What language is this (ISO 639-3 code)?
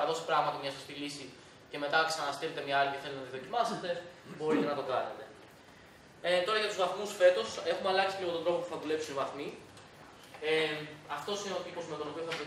ell